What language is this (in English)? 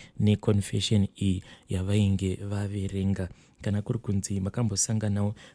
Shona